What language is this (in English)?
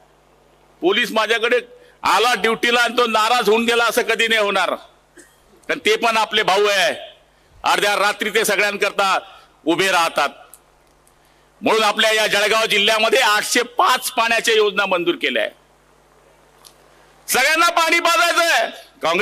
Marathi